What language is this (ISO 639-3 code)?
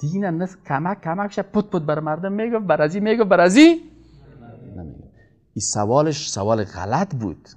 fas